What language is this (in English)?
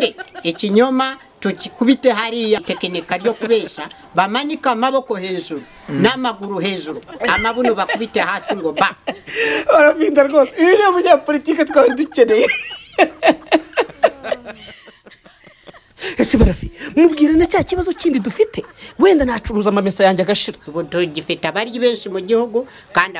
Kinyarwanda